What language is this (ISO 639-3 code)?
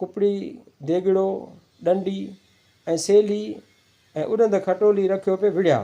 snd